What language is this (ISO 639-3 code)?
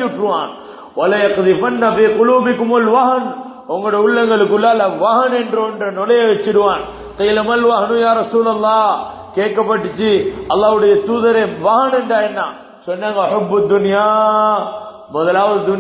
tam